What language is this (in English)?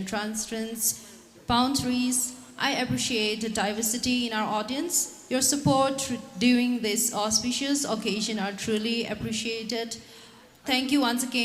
Tangkhul Naga (India)